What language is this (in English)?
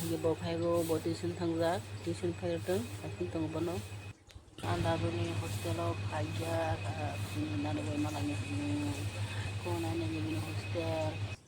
Kok Borok